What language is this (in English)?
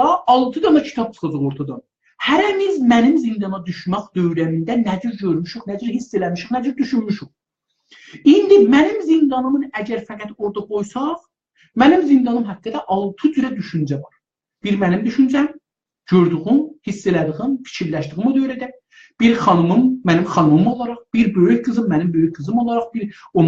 South Azerbaijani